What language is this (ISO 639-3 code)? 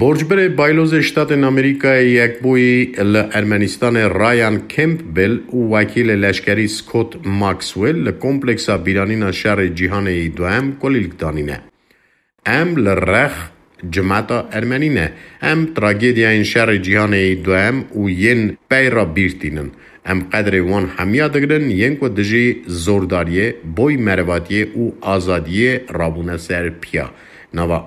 kur